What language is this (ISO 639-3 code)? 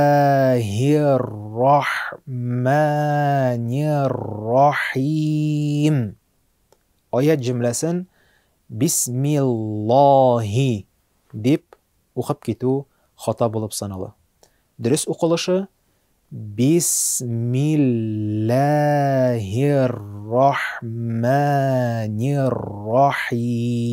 tat